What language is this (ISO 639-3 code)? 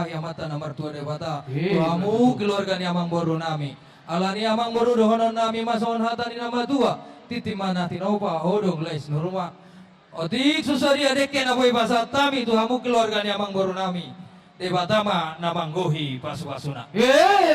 bbc